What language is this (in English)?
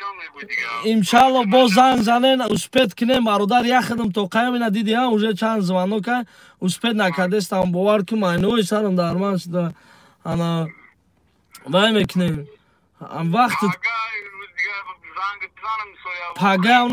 Tajik